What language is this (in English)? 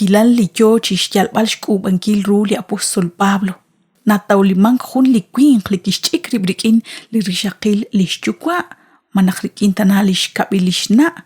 Kekchí